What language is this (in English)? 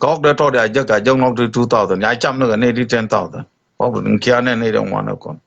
Nuer